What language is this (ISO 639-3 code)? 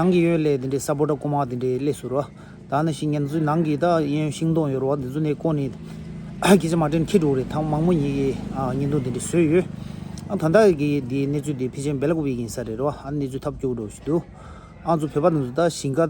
bod